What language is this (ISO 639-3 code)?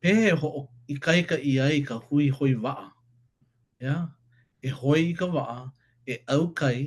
haw